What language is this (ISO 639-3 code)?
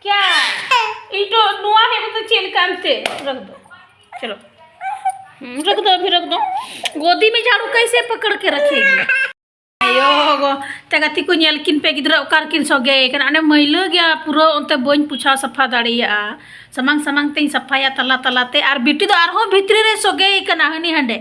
sat